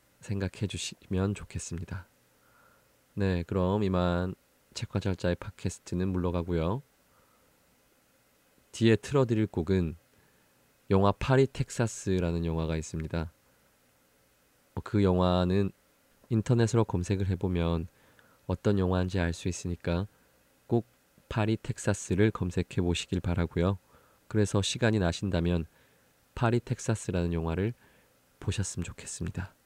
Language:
Korean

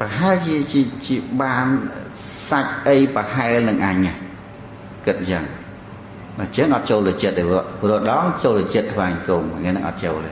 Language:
Khmer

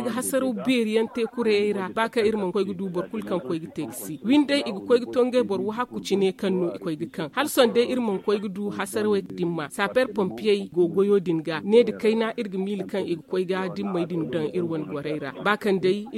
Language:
Zarma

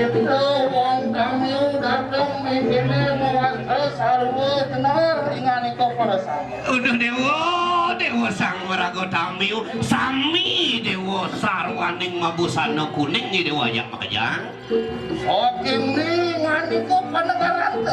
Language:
Balinese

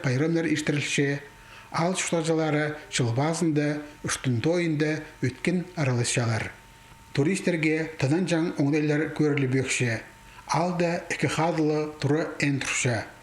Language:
Khakas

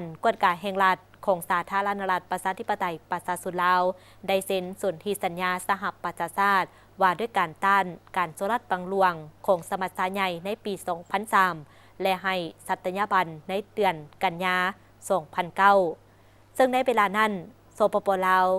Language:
Lao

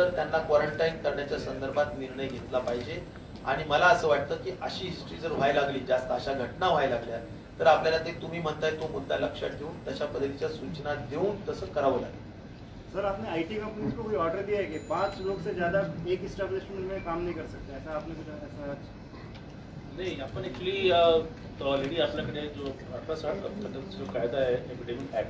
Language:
Marathi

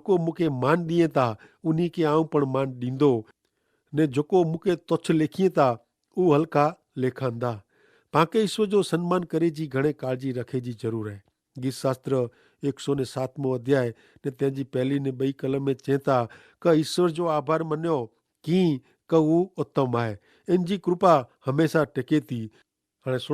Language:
Kachhi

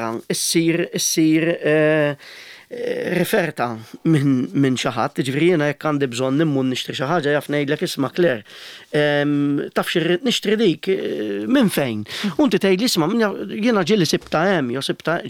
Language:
Maltese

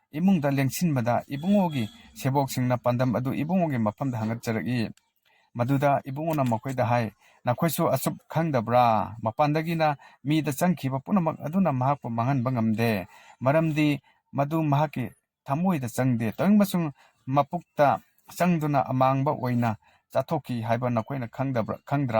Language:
Manipuri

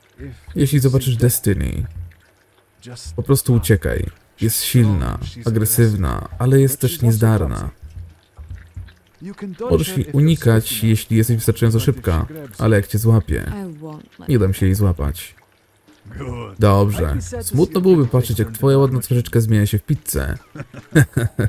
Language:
Polish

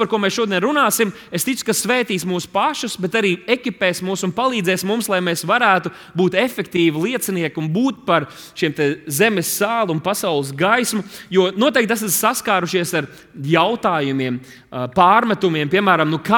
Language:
Latvian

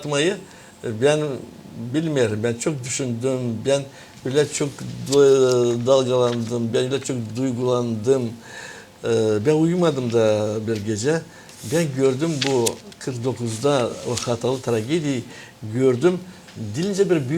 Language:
Gagauz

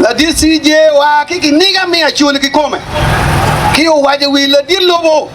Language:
Acoli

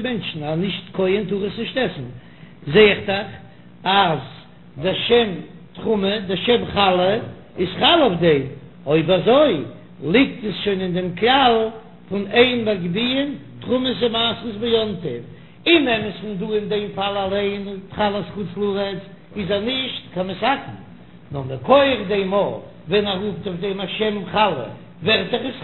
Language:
Yiddish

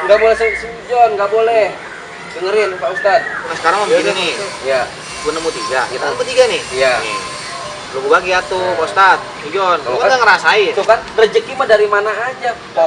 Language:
Betawi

